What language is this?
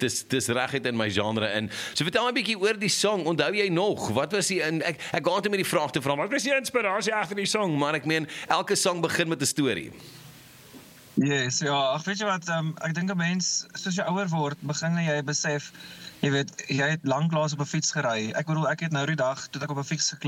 Afrikaans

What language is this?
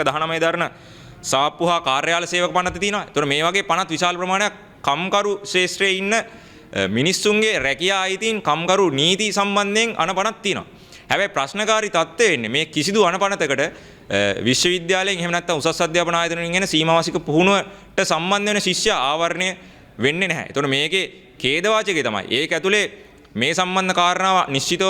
Sinhala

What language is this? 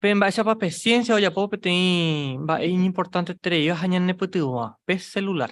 Guarani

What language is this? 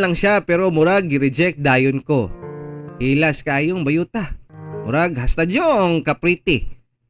Cebuano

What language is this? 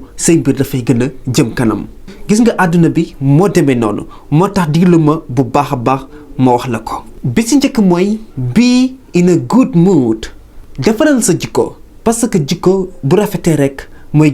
Wolof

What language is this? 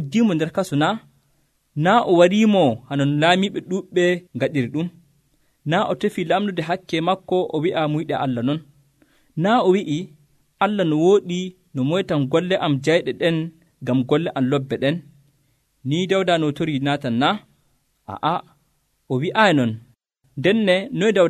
Nigerian Fulfulde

